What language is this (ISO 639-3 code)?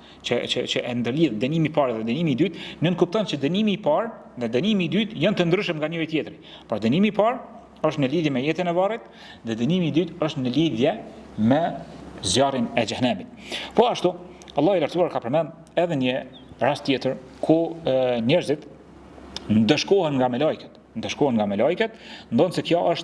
sqi